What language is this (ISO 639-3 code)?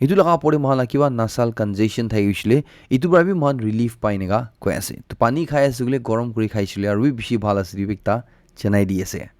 nag